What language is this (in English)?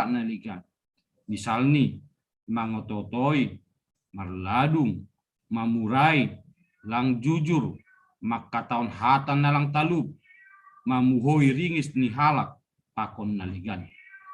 Batak Simalungun